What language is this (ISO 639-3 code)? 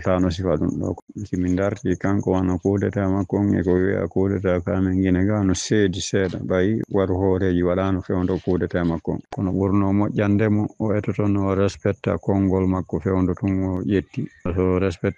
ful